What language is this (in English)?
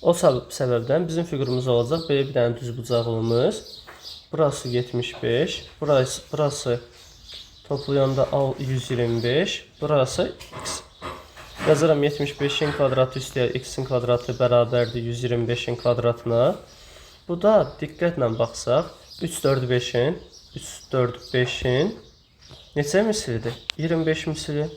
Azerbaijani